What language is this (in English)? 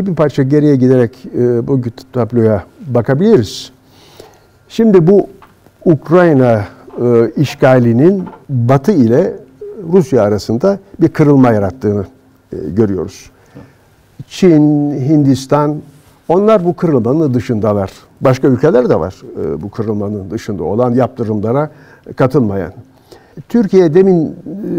Turkish